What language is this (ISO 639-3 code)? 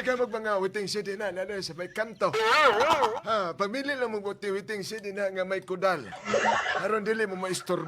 ceb